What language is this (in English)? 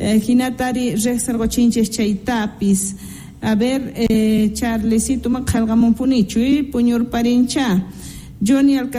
Quechua